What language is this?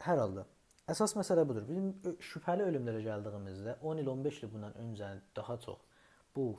South Azerbaijani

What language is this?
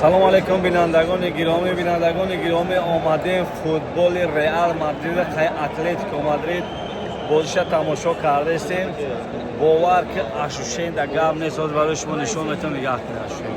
Tajik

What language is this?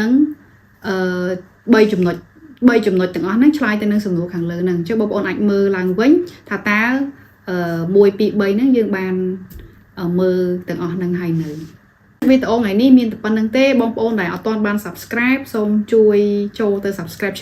Khmer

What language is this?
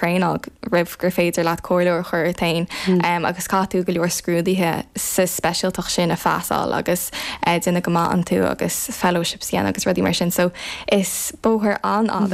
Irish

